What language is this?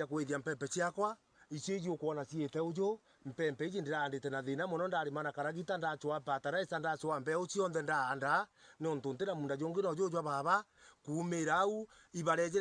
Meru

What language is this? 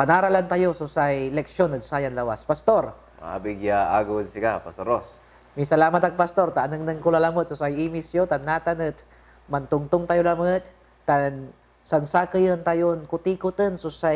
Pangasinan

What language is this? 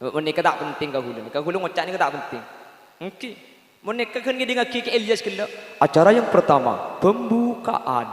Madurese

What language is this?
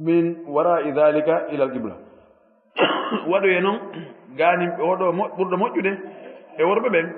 Fula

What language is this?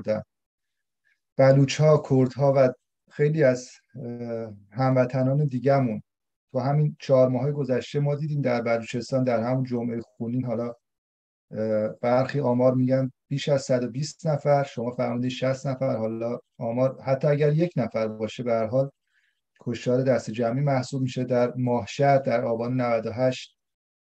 Persian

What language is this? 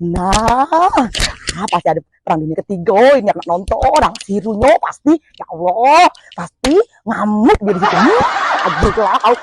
Musi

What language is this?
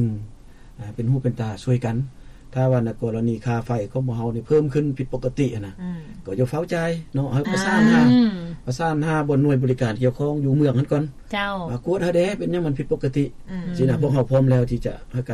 Lao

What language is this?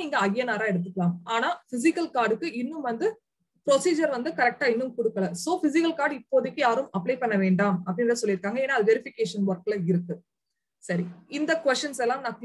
Tamil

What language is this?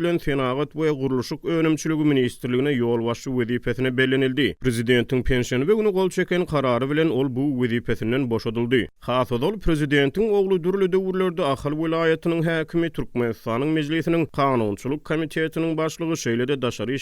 Turkmen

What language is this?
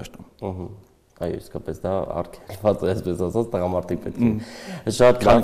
Armenian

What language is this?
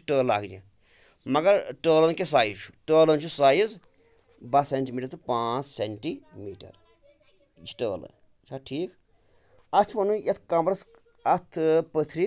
Kashmiri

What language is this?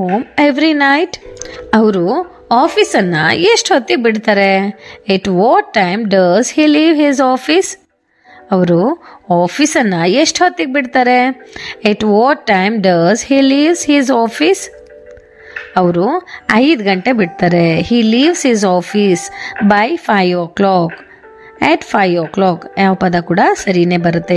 Kannada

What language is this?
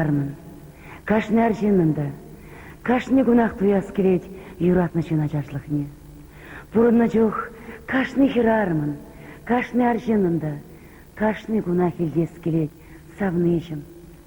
Chuvash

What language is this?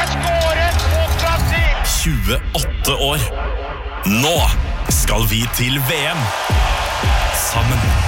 Norwegian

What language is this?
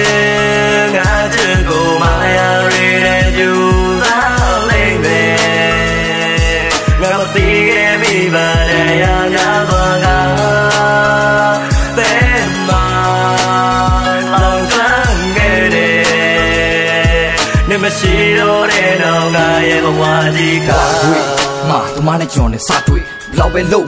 Burmese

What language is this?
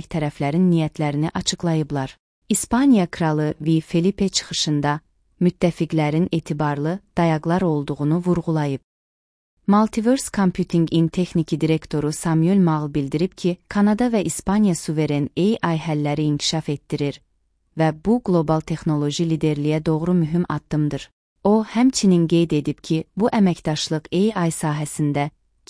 Azerbaijani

